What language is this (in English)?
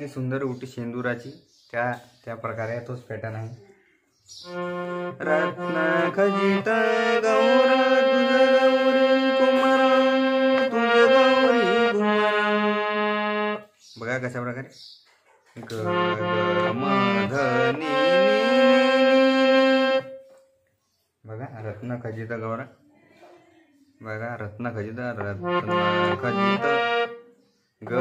Marathi